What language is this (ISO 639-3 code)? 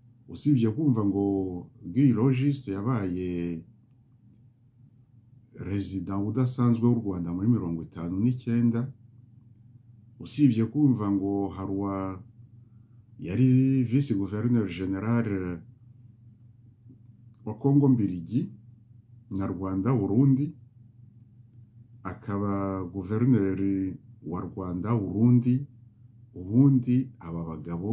kin